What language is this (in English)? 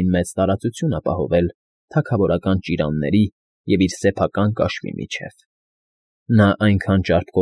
Armenian